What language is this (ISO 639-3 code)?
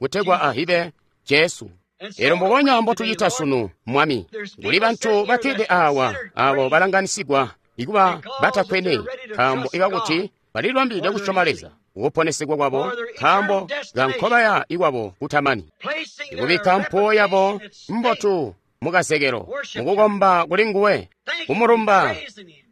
toi